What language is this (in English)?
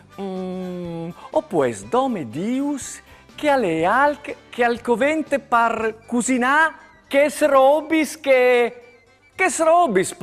Friulian